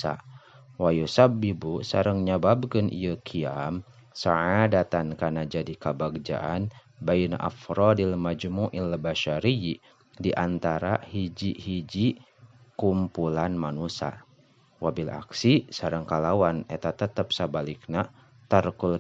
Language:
Sundanese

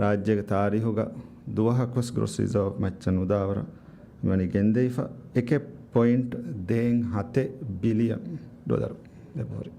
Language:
Divehi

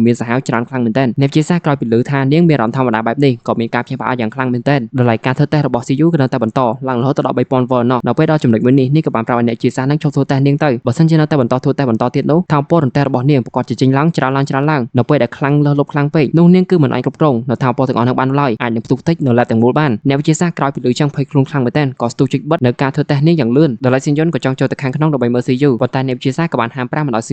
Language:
Khmer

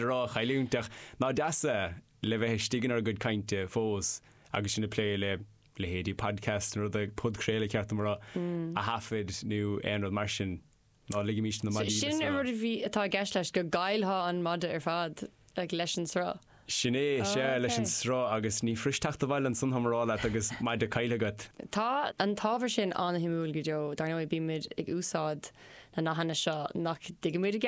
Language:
Irish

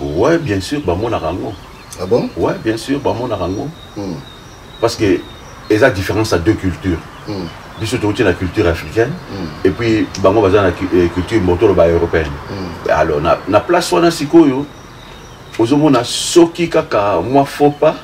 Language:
Lingala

